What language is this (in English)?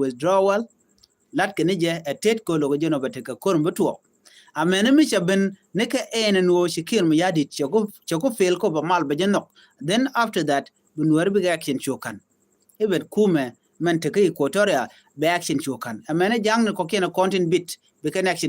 Nuer